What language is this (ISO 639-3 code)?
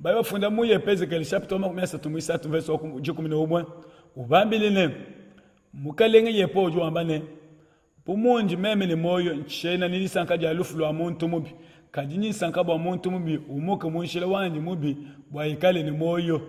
lua